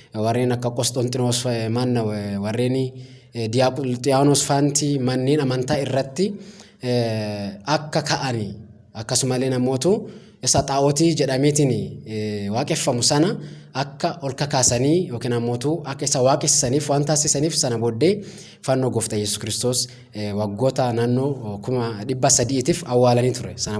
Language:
Oromo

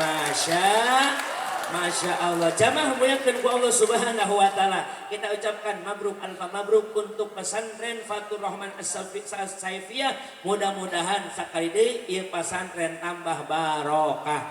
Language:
Sundanese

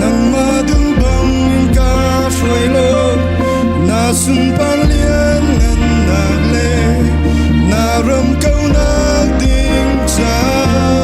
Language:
Hakha Chin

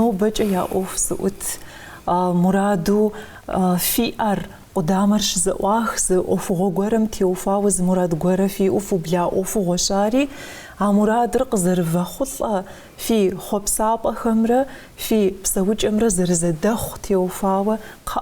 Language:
Kabardian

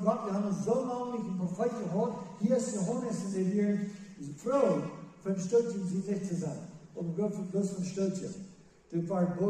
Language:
Plautdietsch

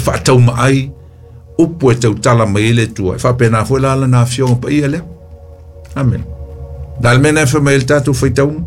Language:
Samoan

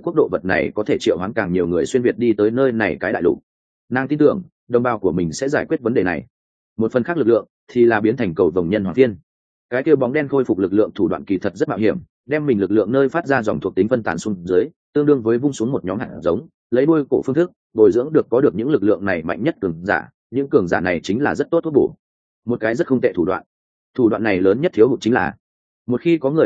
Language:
Vietnamese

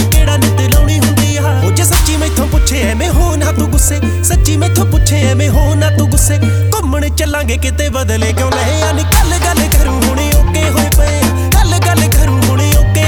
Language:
Punjabi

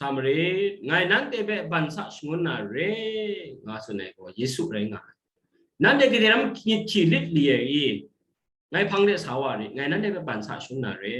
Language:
Kachin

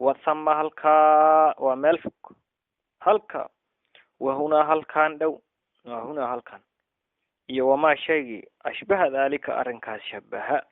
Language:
Somali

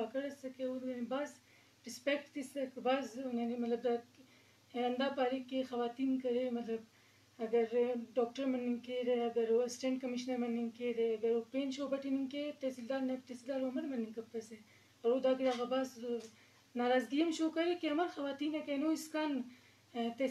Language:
Eastern Balochi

